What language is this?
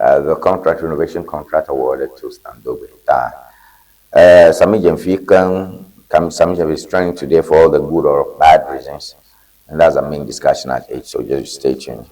Ewe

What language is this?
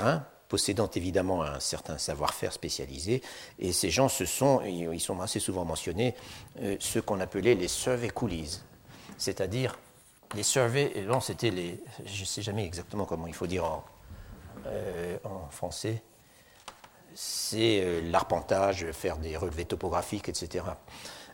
French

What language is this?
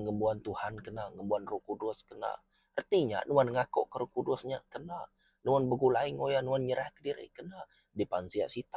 Iban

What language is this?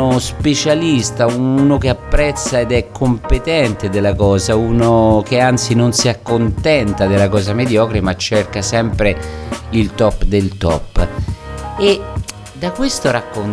Italian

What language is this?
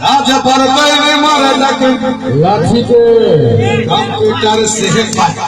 Maithili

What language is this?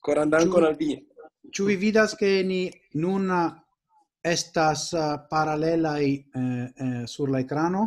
Esperanto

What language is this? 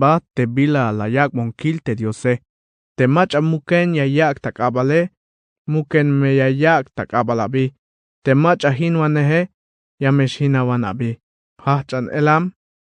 Tzeltal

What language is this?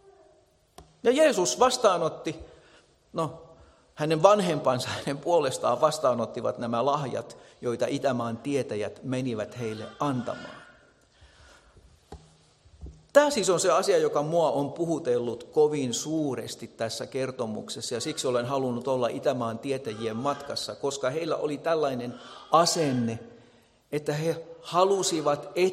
Finnish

